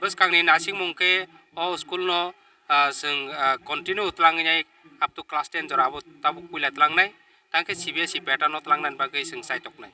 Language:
Kok Borok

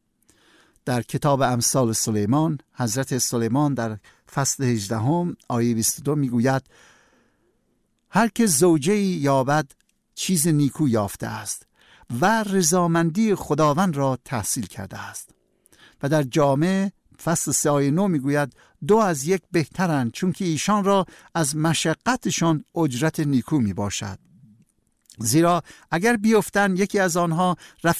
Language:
Persian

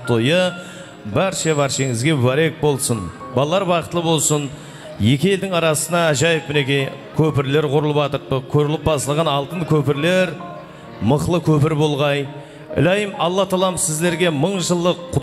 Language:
Kara-Kalpak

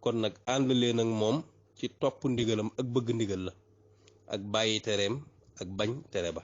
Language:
Wolof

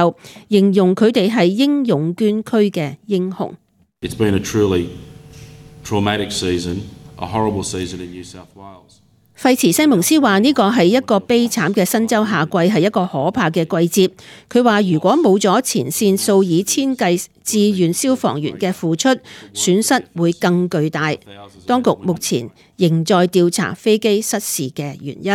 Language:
Cantonese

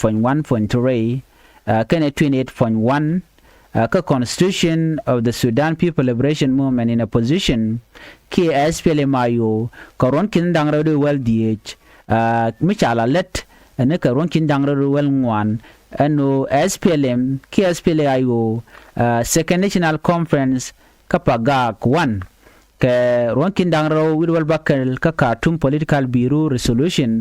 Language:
Nuer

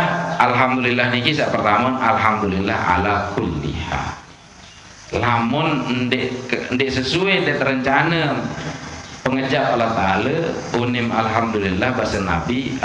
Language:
Sasak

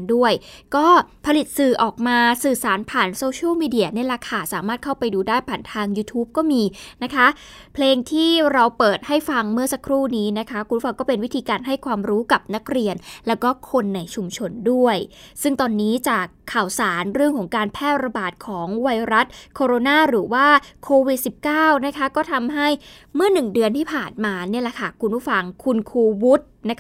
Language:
Thai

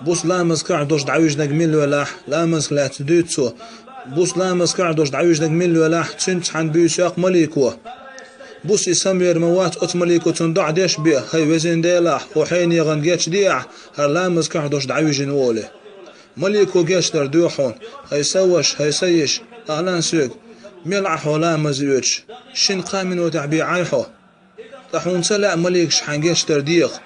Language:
Chechen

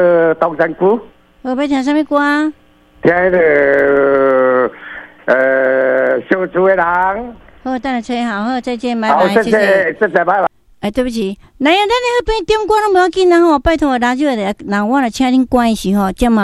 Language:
Min Nan Chinese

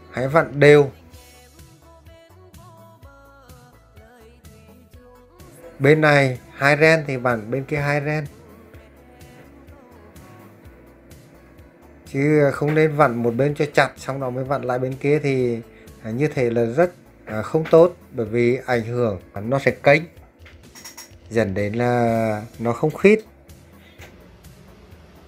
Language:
Vietnamese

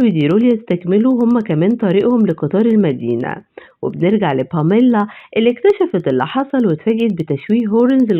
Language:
Egyptian Arabic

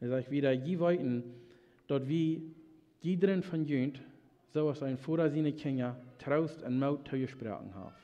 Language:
Plautdietsch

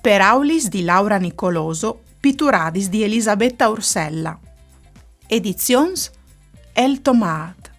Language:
Friulian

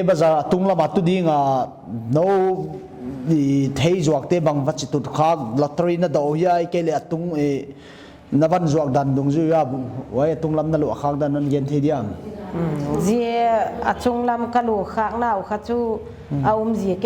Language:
Paite Chin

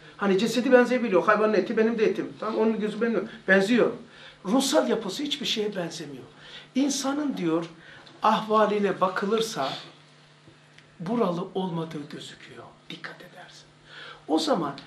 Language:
Turkish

